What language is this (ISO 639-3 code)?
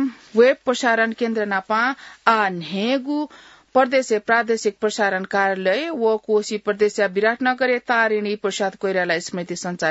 new